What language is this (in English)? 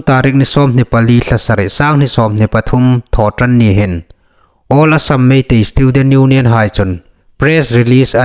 Hmar